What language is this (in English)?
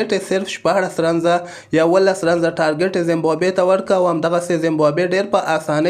Pashto